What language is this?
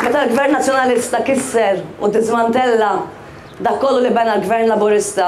Maltese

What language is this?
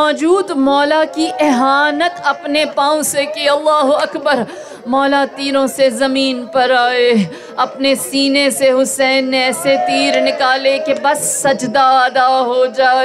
Urdu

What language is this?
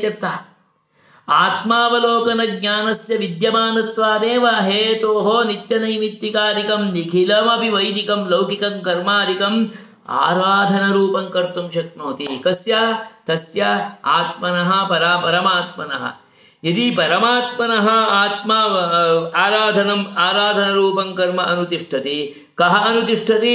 Sanskrit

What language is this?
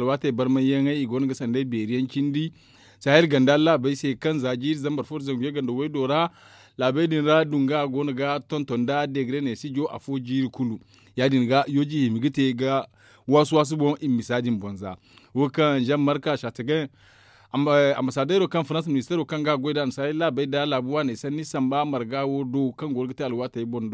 Zarma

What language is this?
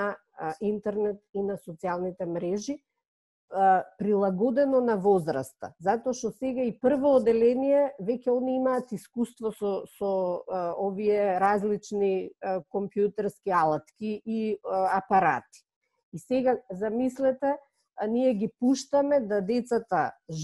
Macedonian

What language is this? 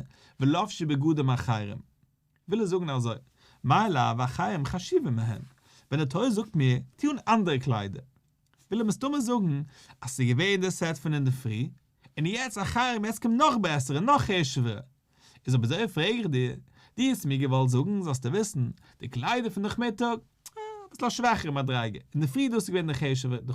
Yiddish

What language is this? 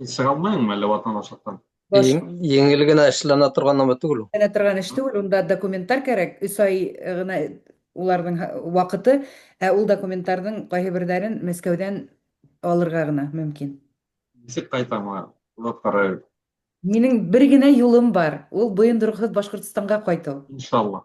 Bashkir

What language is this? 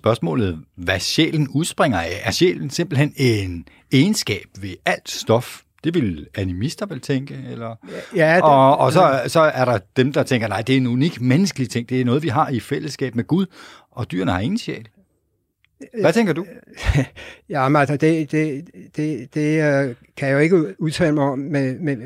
Danish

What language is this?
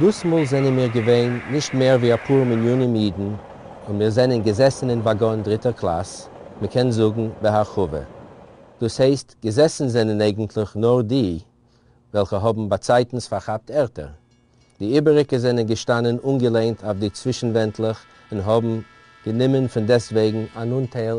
Yiddish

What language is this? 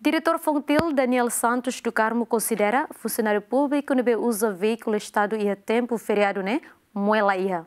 Tetum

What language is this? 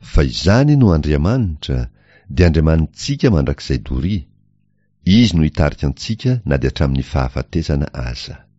Malagasy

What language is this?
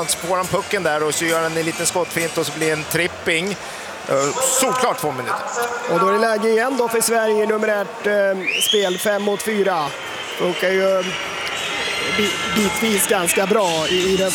Swedish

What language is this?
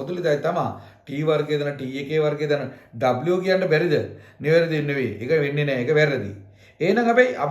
Sinhala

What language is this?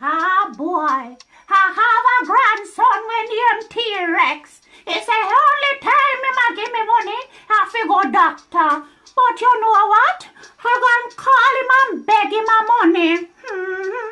Jamaican Creole English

